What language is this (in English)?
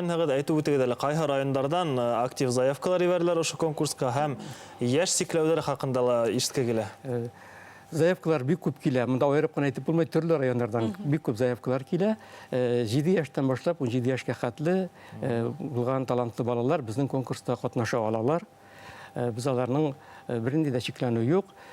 Bashkir